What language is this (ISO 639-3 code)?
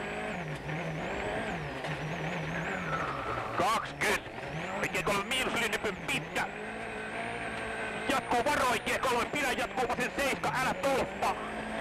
fin